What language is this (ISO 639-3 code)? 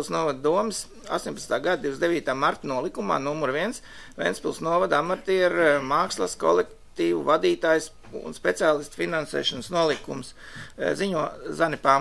lav